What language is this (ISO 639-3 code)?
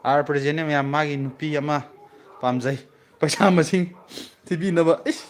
mni